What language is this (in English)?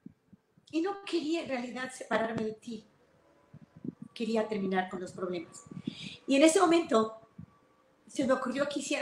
Spanish